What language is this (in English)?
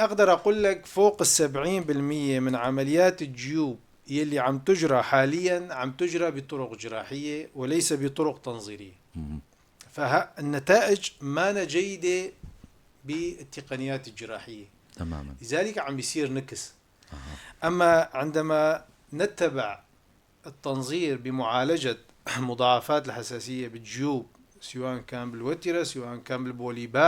North Levantine Arabic